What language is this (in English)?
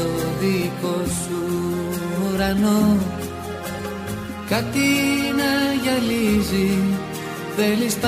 Greek